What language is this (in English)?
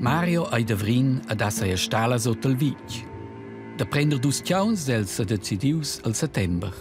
Romansh